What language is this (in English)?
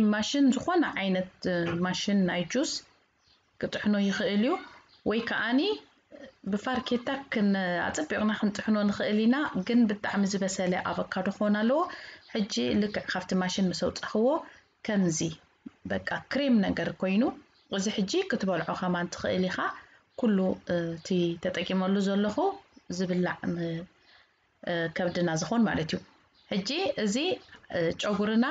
Tigrinya